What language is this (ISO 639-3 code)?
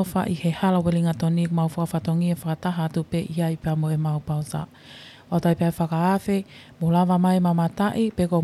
ton